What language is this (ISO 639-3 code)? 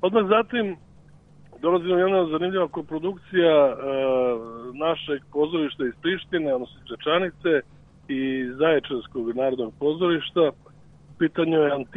srp